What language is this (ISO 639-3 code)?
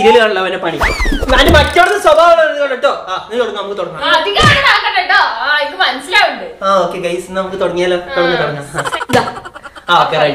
mal